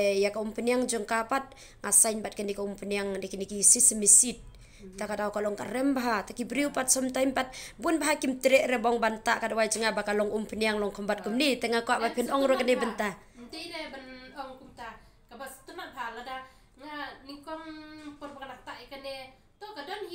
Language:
Khasi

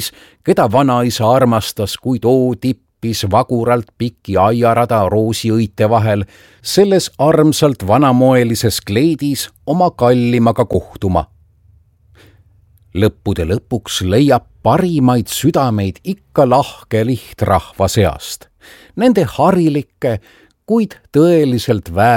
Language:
Estonian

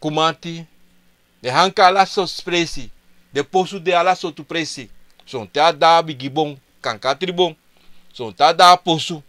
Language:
Sranan Tongo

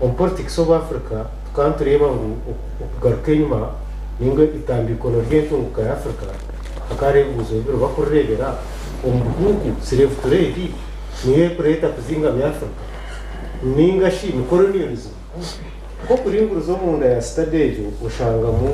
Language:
Nyankole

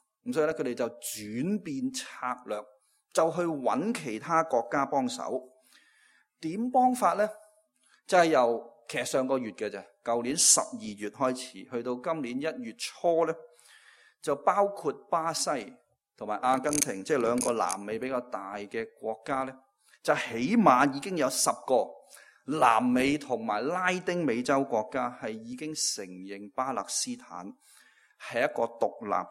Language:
Cantonese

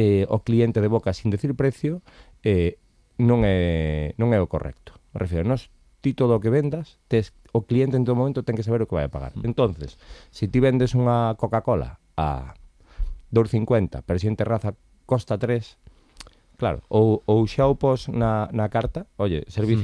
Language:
Galician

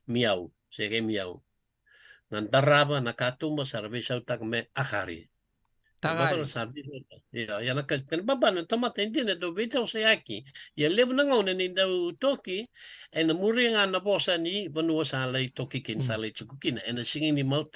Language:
Fijian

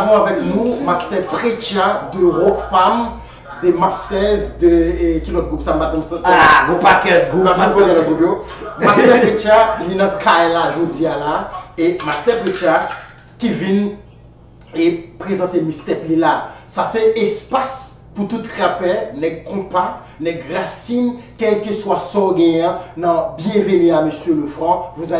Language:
Haitian Creole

